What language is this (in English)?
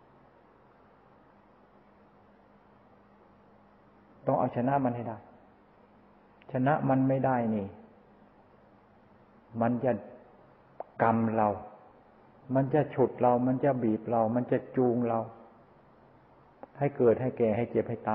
Thai